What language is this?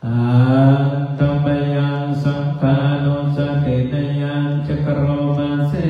Pali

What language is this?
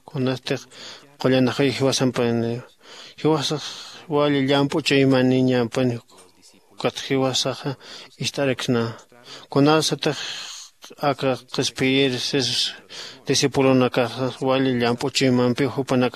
Aymara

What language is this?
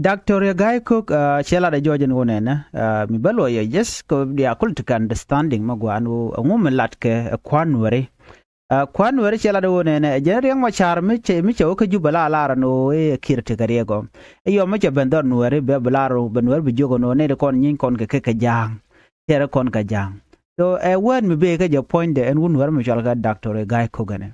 Nuer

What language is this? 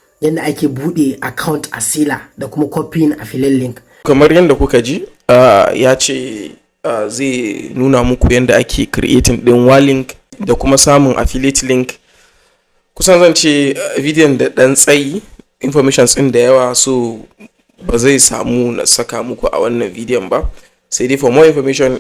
Hausa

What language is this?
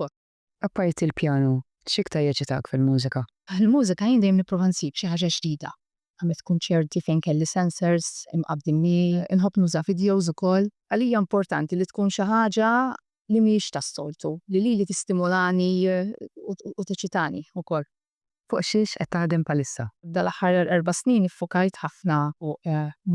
Maltese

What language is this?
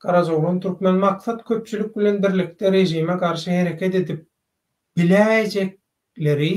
Turkmen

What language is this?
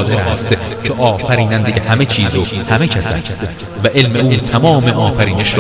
Persian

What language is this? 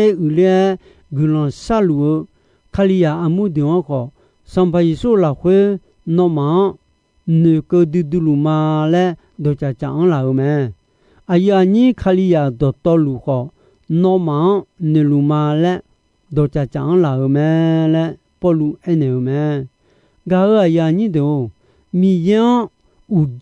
Akha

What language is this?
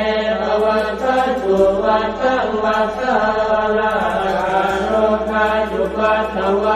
Pali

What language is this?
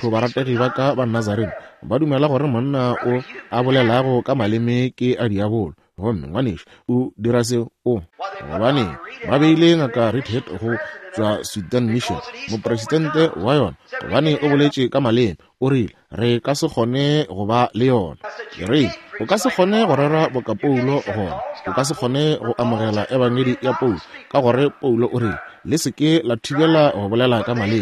Northern Sotho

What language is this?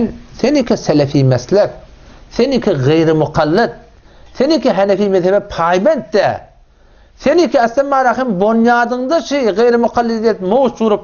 Turkmen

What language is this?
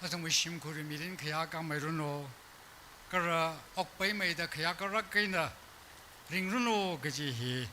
Tangkhul Naga (India)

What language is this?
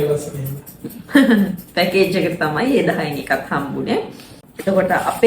Sinhala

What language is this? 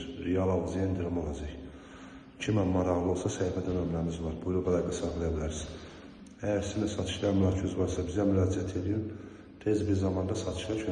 Azerbaijani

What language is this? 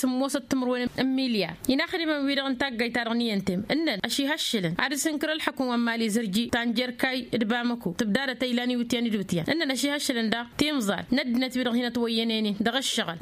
Tamasheq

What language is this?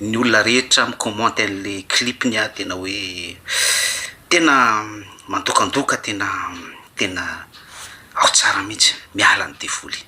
Malagasy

